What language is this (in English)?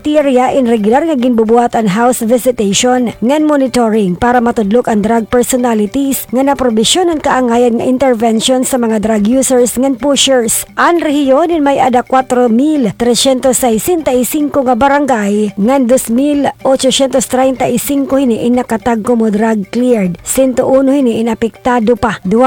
Waray